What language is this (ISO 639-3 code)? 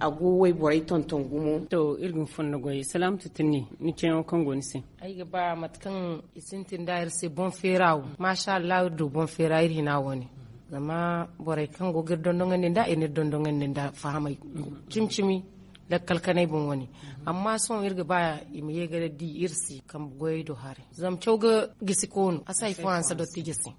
dje